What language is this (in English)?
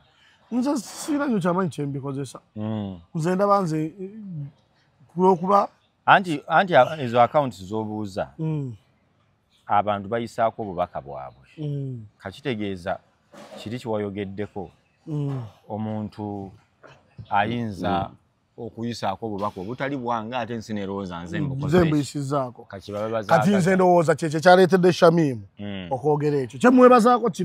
Ganda